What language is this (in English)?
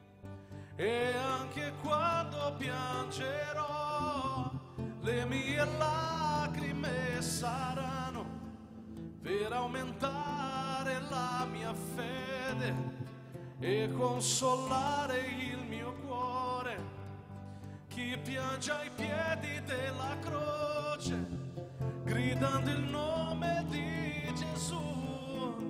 Italian